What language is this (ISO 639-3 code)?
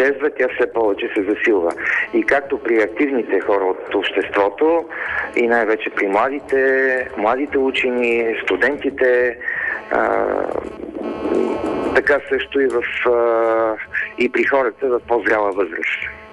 bul